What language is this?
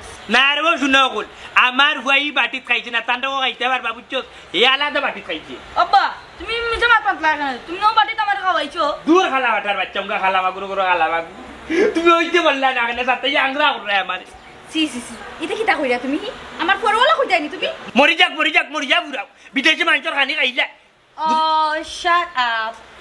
Sylheti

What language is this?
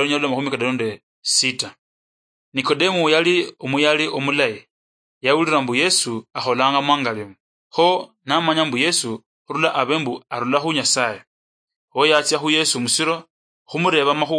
Luyia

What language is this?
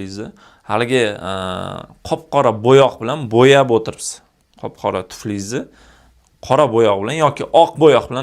Uzbek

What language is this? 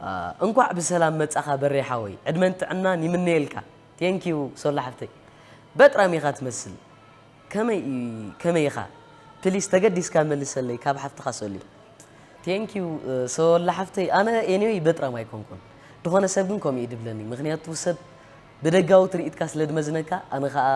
Tigrinya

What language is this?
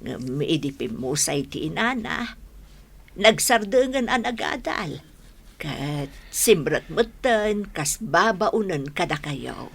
Iloko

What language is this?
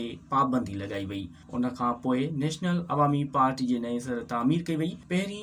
Sindhi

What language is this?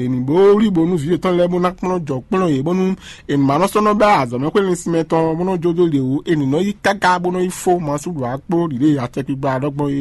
Fon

